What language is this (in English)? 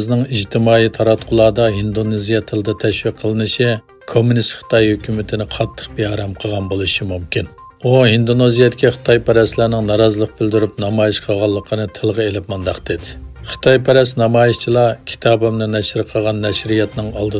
Uyghur